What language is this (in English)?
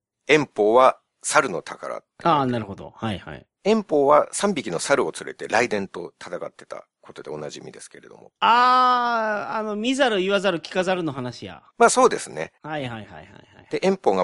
Japanese